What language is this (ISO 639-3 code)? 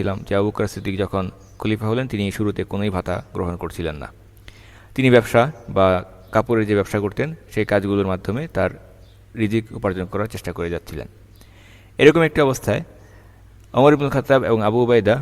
ben